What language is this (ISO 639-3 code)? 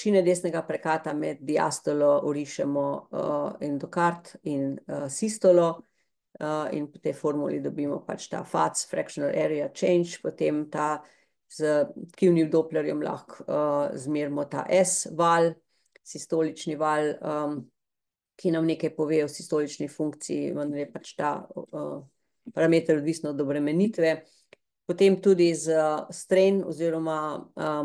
slv